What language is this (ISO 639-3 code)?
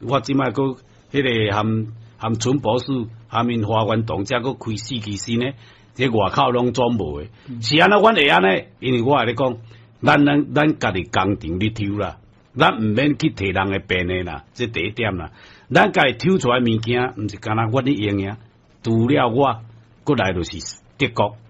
nan